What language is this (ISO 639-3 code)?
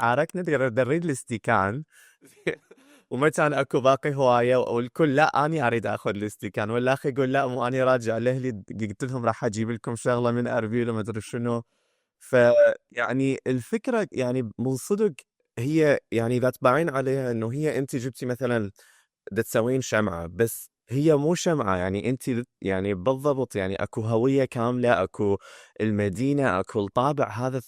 acm